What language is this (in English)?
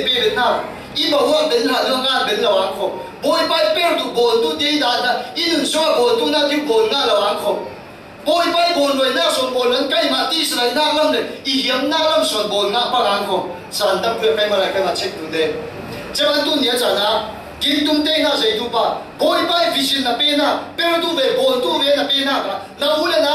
Falam Chin